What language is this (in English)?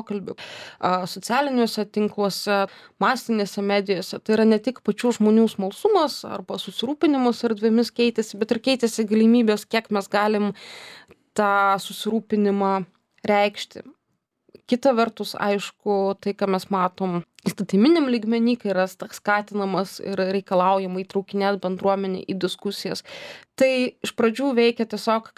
Lithuanian